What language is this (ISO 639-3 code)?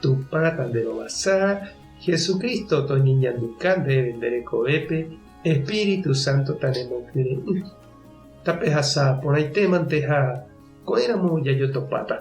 grn